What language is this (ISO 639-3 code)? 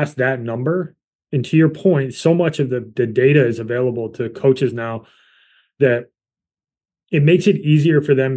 eng